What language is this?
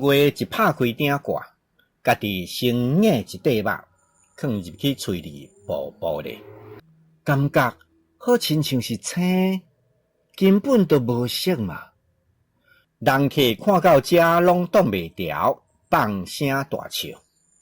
Min Nan Chinese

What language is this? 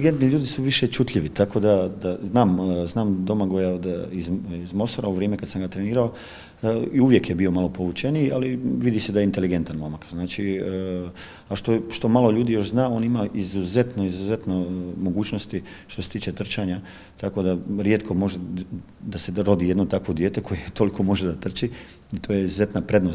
Croatian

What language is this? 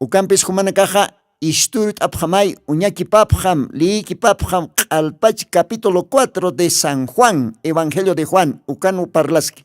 Aymara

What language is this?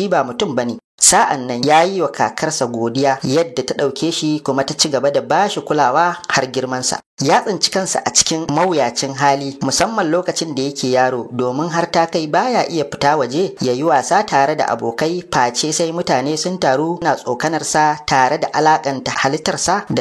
Hausa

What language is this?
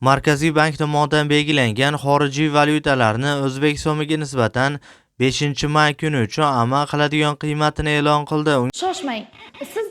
Uzbek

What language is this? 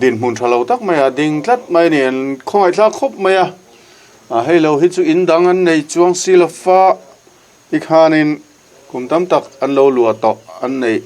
Mizo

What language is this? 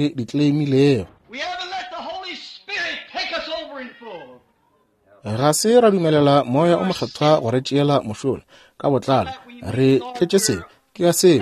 Northern Sotho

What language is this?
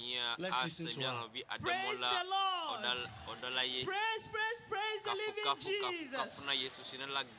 Ewe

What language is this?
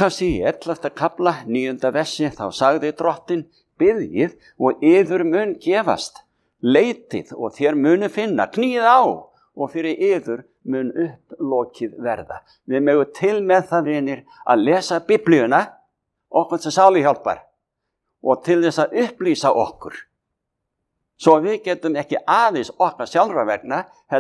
Icelandic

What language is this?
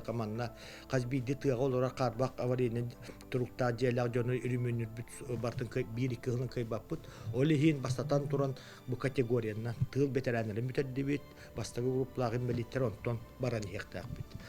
Yakut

